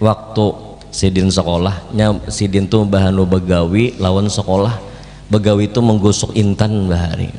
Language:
Banjar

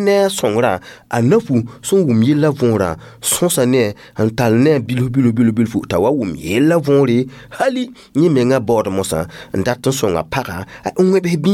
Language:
Mossi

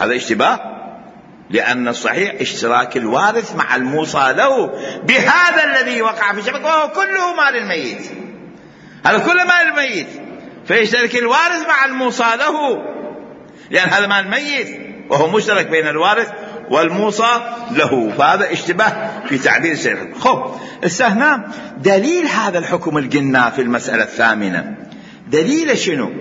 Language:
Mesopotamian Arabic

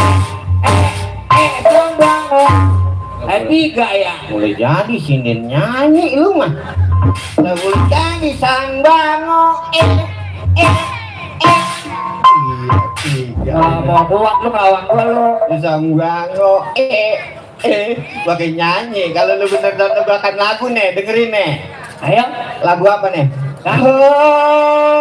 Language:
Betawi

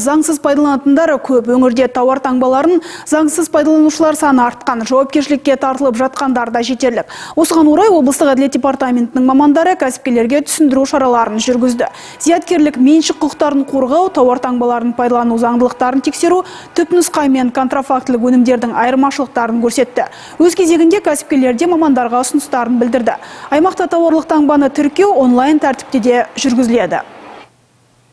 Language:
Kazakh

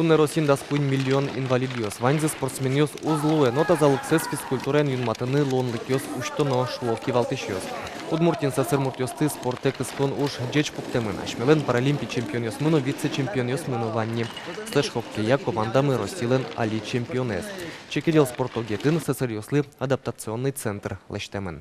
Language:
Udmurt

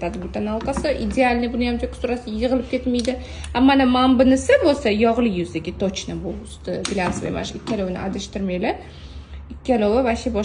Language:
Uzbek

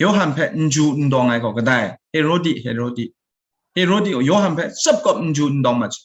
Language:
Kachin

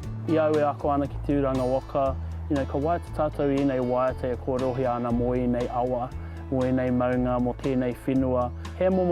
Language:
Māori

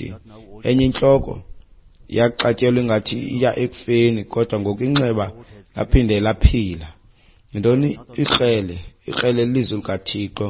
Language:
Xhosa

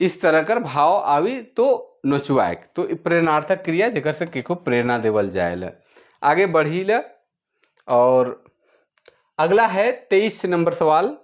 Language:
Sadri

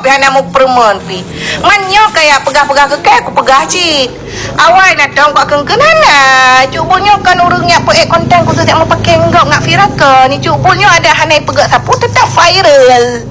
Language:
Achinese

